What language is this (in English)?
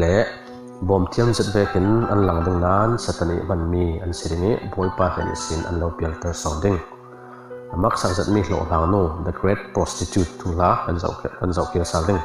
Falam Chin